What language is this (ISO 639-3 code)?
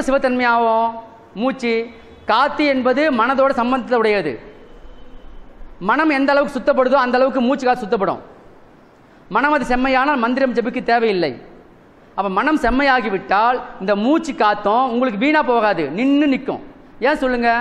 tam